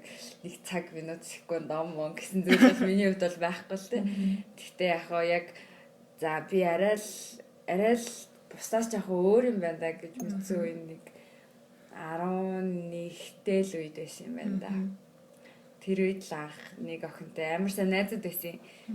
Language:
Mongolian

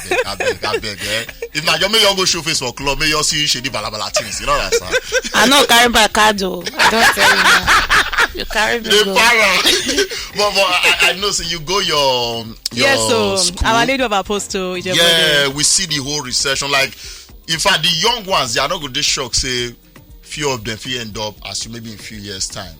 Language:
Nigerian Pidgin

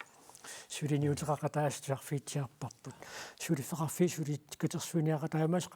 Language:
Kalaallisut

